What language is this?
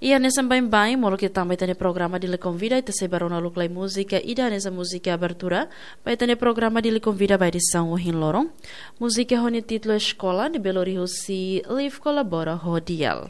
Tetum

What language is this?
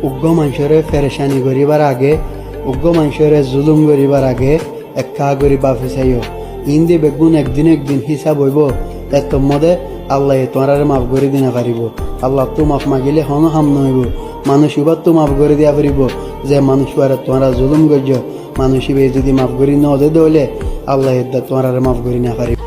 Rohingya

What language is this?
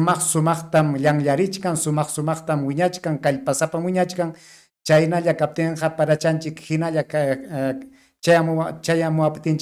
Ayacucho Quechua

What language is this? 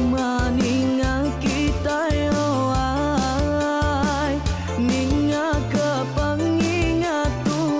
Iban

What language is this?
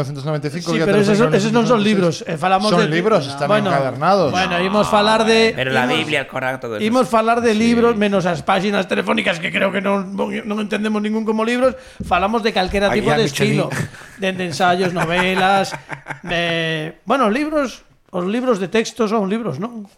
Galician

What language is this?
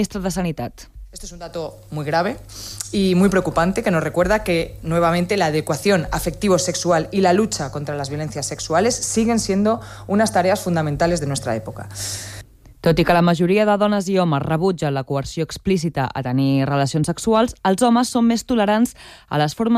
Catalan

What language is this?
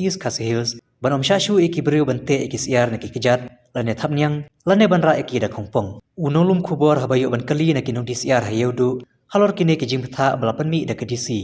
Khasi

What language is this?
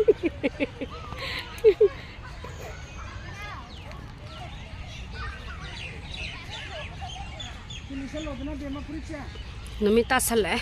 Manipuri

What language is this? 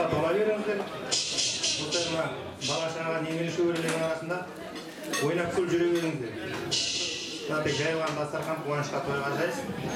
Kazakh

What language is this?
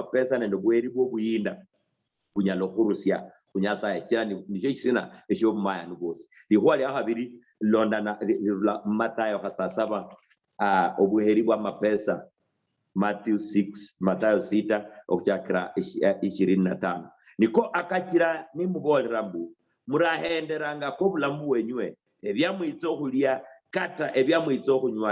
Luyia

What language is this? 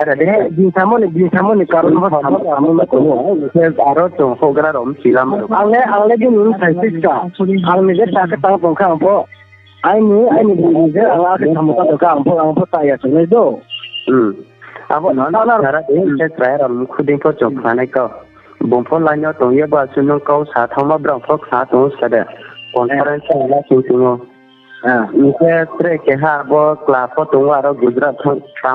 Riang (India)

